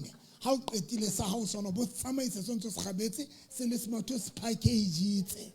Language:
Southern Sotho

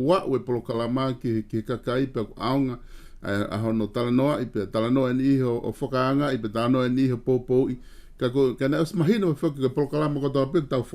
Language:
Tongan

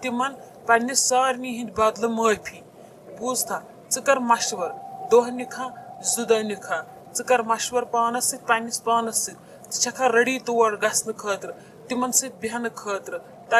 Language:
Kashmiri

